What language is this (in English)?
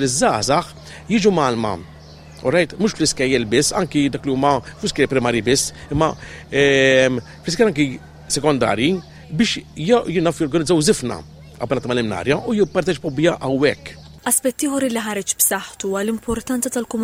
Maltese